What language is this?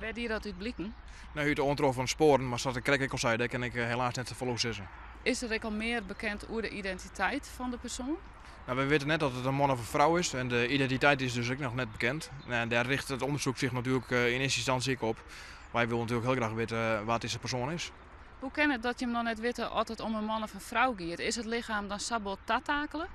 Western Frisian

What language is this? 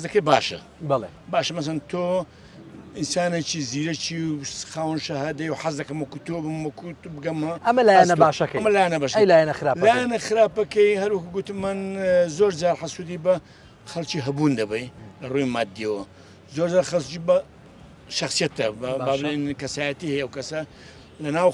Central Kurdish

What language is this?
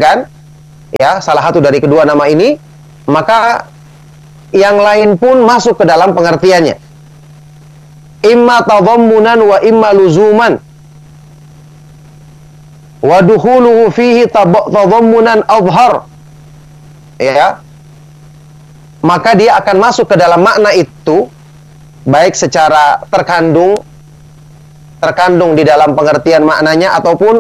Indonesian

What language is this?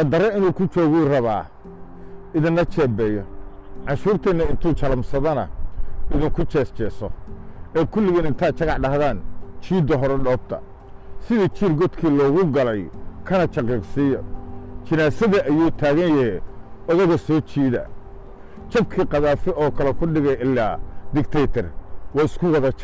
Somali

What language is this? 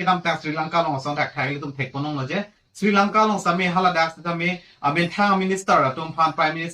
Karbi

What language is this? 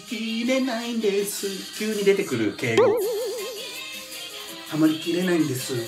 Japanese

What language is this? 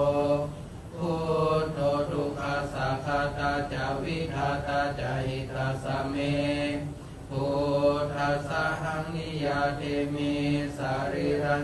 Pali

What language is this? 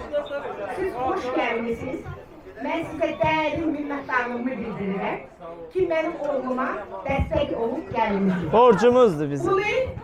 Azerbaijani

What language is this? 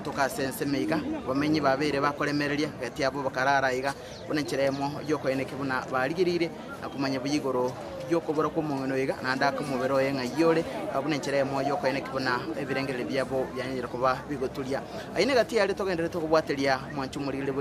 Gusii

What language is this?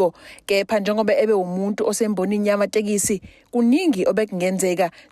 Zulu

